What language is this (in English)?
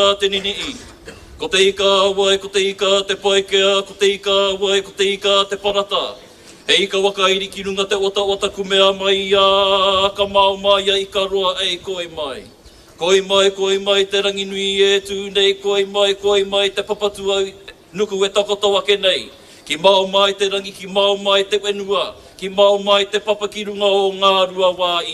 Māori